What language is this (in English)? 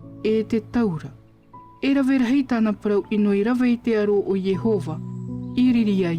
Tahitian